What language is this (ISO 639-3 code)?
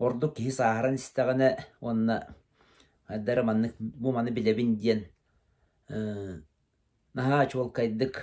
sah